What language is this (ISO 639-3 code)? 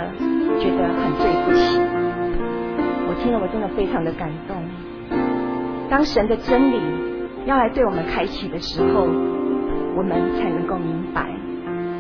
zho